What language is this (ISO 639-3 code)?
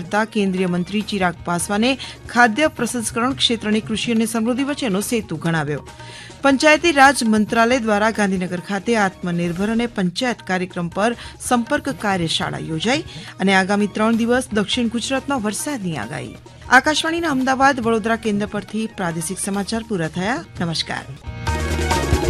guj